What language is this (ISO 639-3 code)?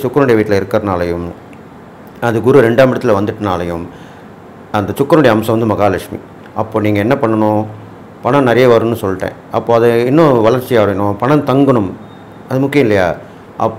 tam